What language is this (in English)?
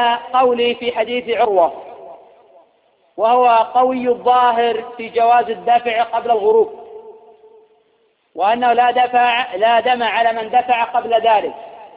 Arabic